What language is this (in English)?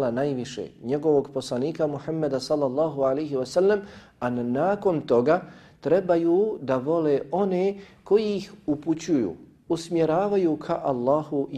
Bosnian